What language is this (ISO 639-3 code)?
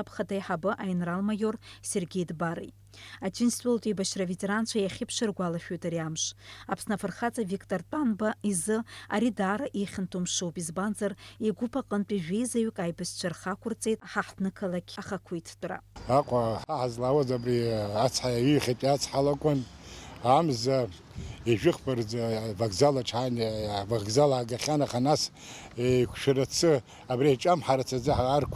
abk